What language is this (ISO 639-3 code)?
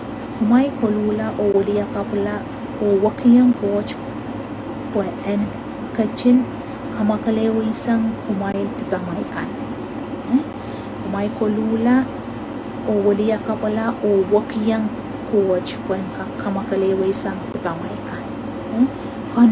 pon